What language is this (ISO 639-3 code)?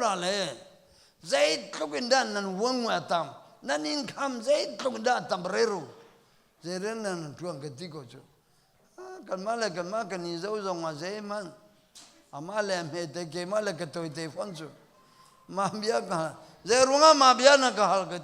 cnh